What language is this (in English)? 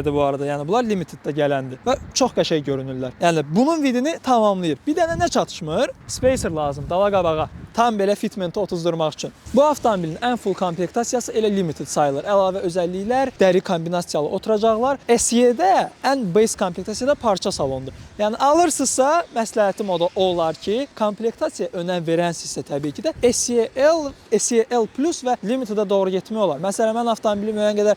Azerbaijani